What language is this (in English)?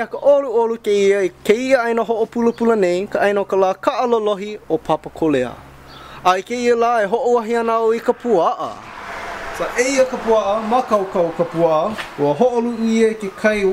Hawaiian